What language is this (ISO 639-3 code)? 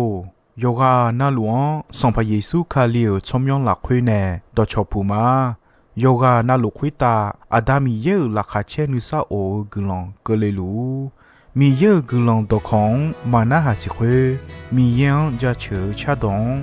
ahk